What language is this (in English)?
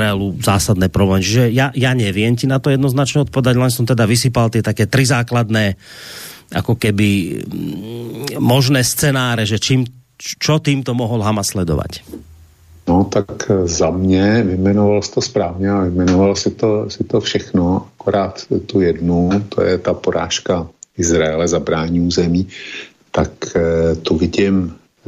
Slovak